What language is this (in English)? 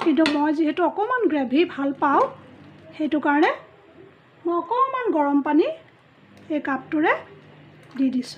Assamese